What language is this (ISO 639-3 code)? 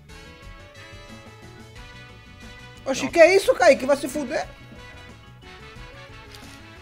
por